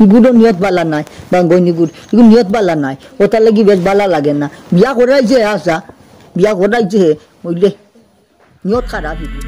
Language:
Sylheti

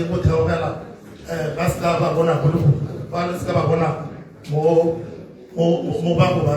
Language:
Tswana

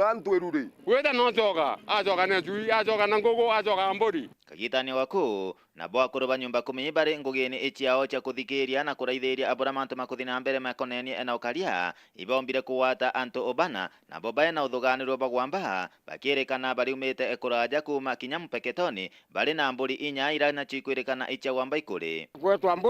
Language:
Meru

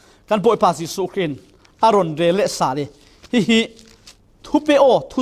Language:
Falam Chin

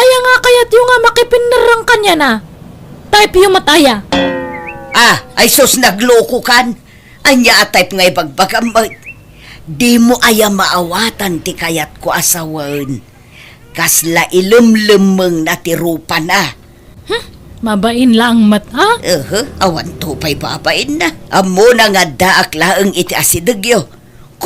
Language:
Iloko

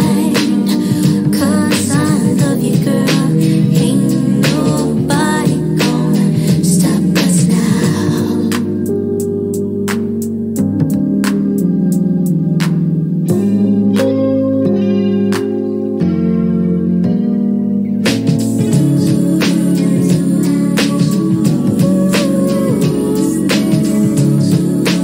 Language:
English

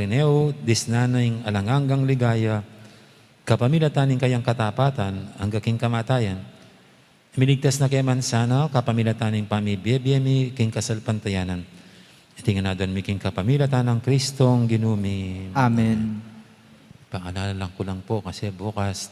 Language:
Pampanga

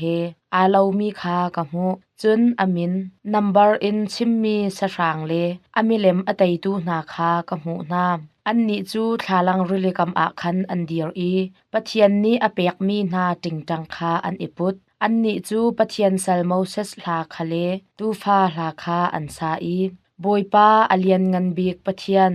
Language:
Hakha Chin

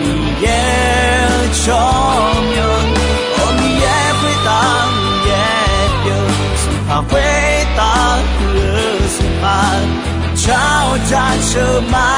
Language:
Akha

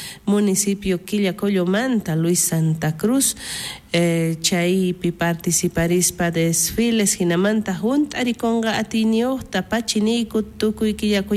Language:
South Bolivian Quechua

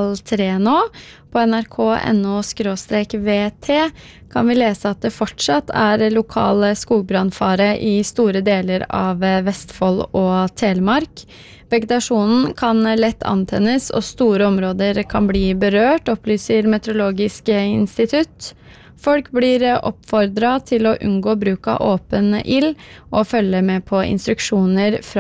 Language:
Norwegian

